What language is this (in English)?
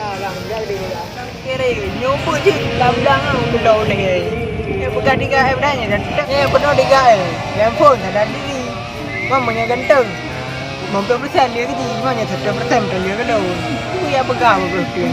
Achinese